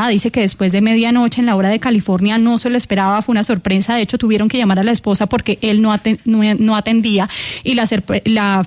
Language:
Spanish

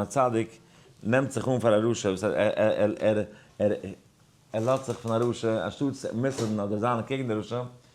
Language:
Yiddish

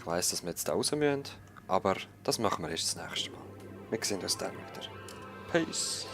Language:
Swiss German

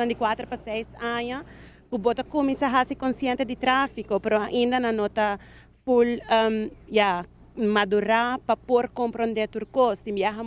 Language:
Papiamento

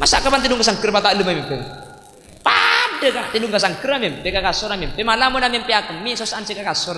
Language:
Madurese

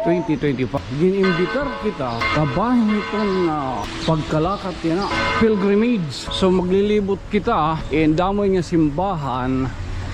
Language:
Waray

